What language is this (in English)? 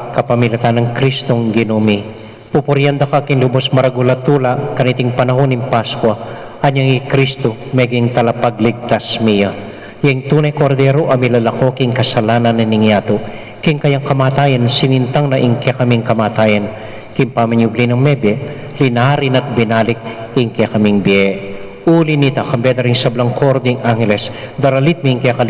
Pampanga